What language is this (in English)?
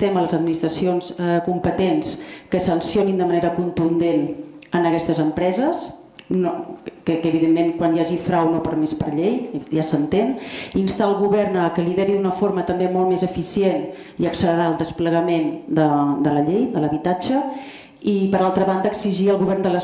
Catalan